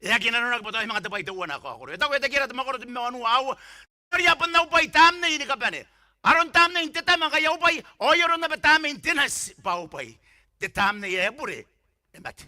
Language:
Gilbertese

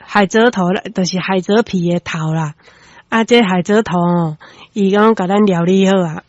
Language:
Min Nan Chinese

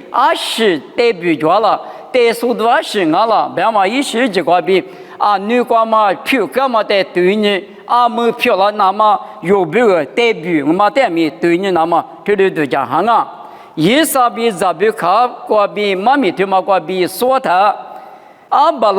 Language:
Lisu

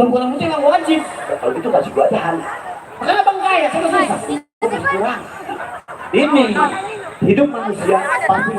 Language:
Betawi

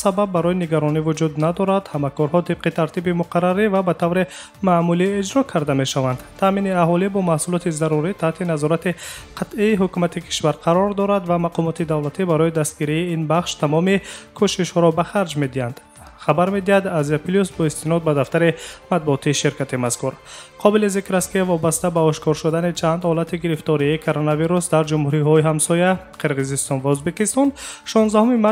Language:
Tajik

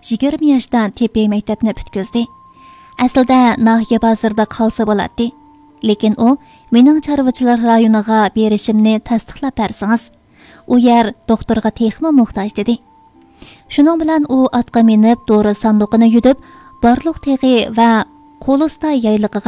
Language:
Uyghur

